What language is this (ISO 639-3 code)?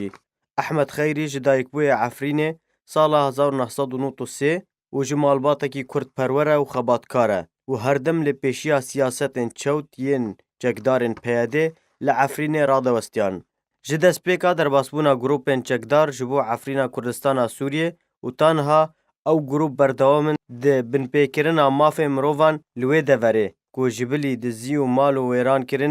kur